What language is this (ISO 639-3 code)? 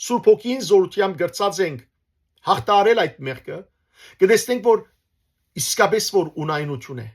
hyw